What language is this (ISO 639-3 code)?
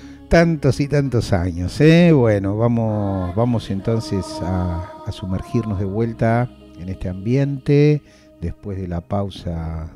spa